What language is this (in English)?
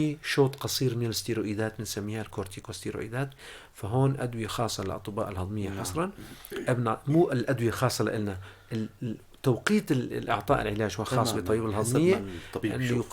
North Levantine Arabic